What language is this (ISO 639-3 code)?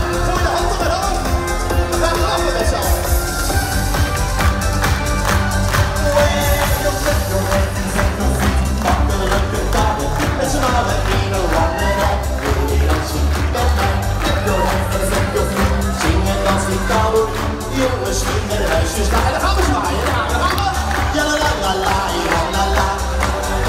nld